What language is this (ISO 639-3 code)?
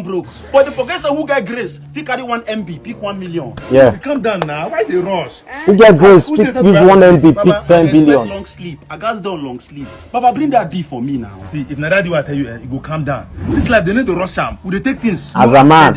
pcm